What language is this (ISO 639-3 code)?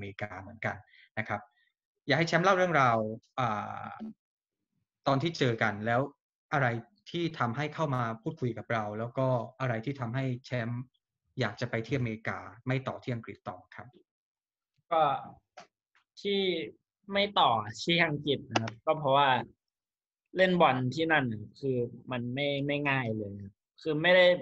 tha